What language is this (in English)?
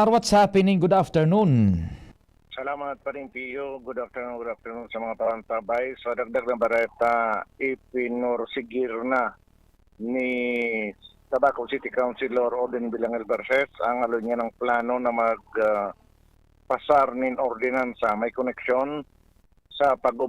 Bikol